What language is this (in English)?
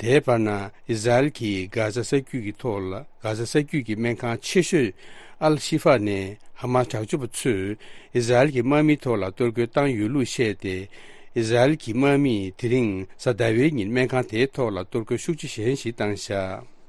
Tibetan